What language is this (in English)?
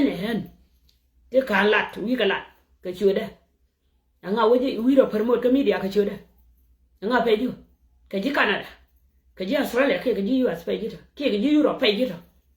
Nuer